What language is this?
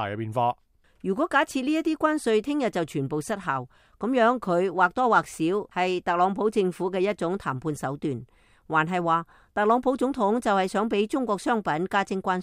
Cantonese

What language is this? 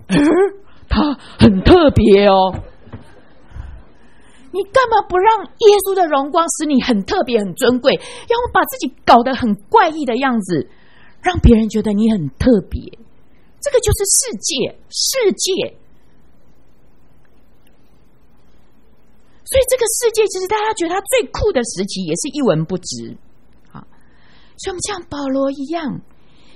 Chinese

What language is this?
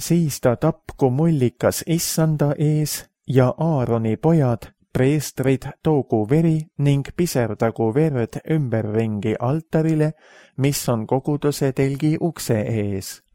Estonian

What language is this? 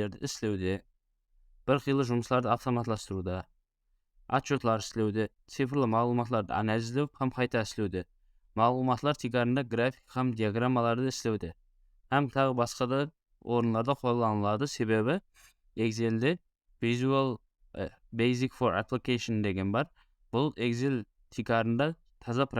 Kara-Kalpak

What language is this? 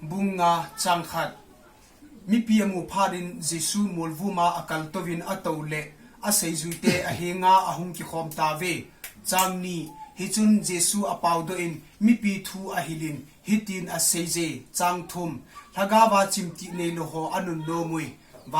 Thado Chin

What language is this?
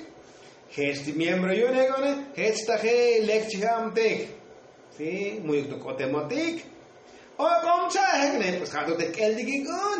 Tzotzil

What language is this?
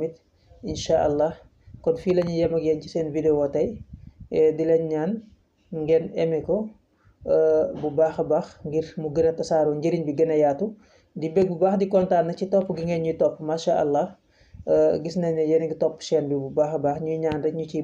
Wolof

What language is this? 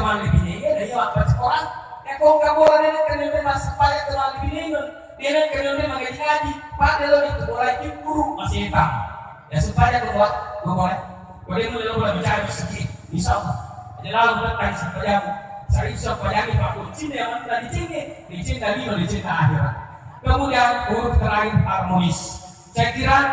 Buginese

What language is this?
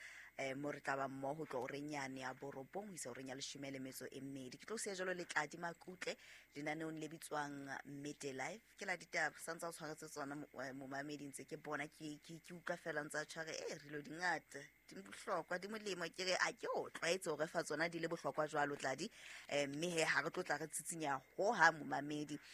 Southern Sotho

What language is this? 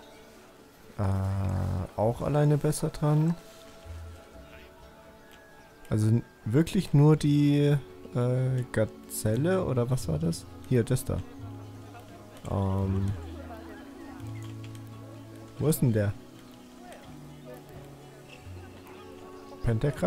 German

